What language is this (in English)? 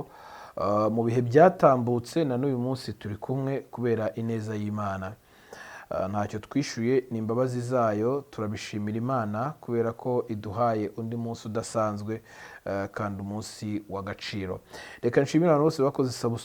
Kinyarwanda